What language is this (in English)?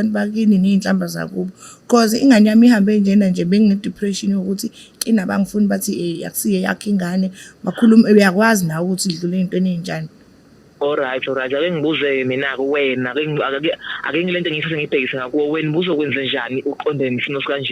Zulu